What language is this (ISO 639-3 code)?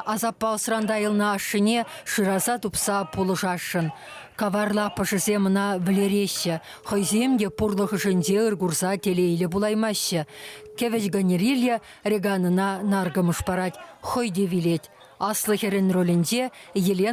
chv